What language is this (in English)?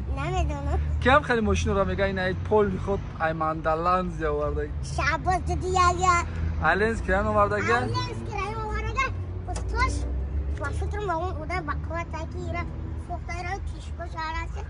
Tajik